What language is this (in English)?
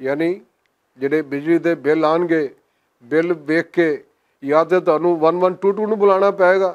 Western Panjabi